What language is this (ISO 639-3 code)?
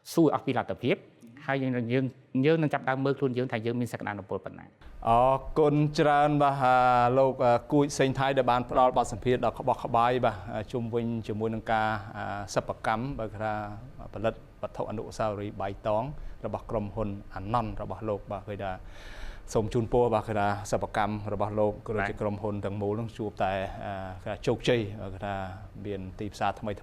khm